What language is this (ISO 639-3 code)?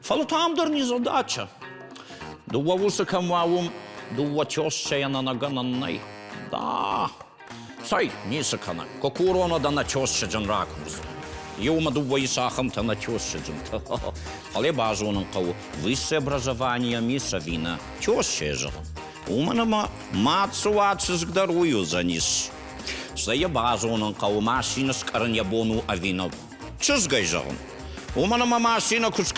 oss